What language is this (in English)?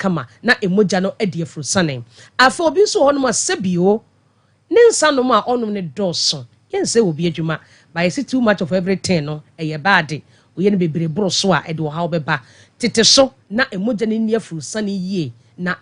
Akan